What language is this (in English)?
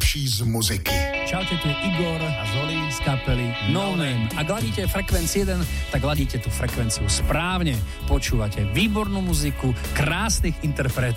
Slovak